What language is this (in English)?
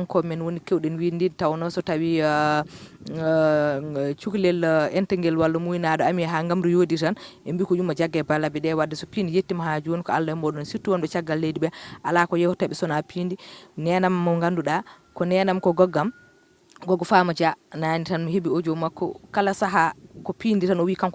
Fula